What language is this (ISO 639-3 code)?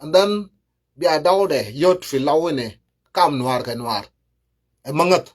nus